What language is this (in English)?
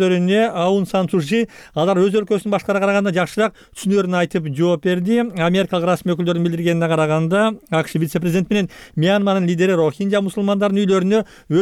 Kyrgyz